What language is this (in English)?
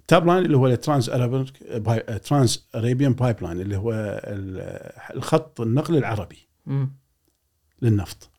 Gulf Arabic